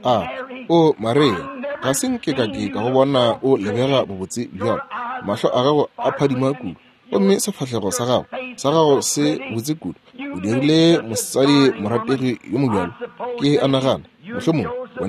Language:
Northern Sotho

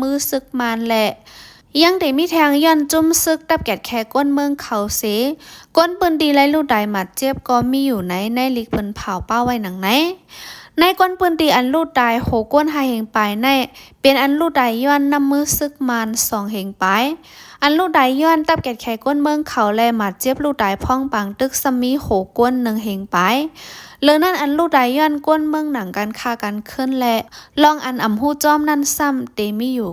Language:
Shan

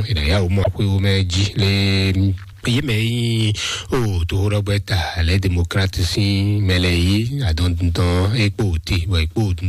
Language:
Fon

